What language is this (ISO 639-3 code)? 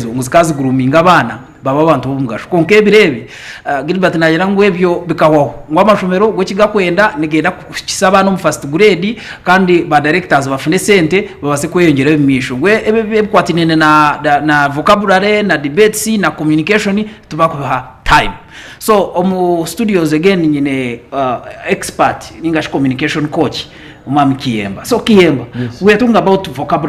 nyn